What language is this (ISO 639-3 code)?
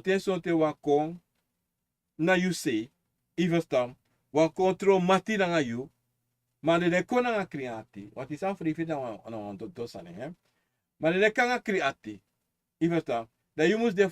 srn